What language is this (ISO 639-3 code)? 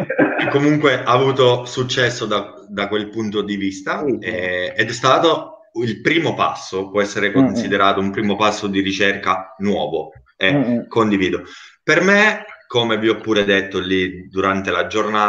ita